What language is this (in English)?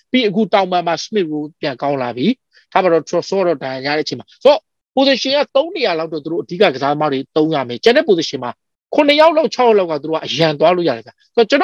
Burmese